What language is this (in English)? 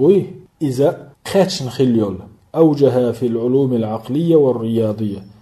Chechen